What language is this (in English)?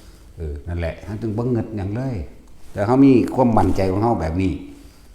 Northeastern Thai